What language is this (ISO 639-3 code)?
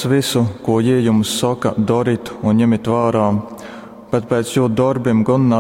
ltg